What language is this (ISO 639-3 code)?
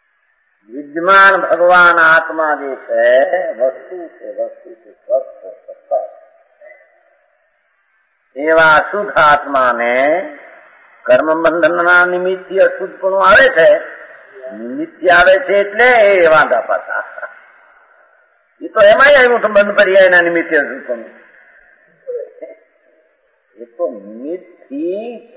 guj